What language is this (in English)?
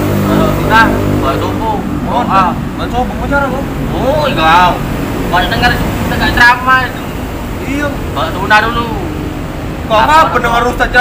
Musi